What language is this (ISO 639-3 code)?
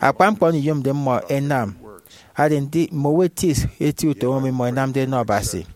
efi